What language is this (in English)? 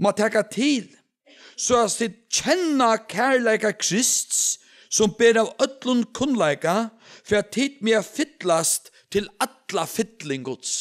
Faroese